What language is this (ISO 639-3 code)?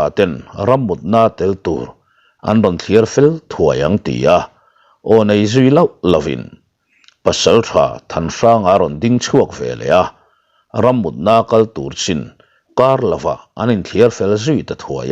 lus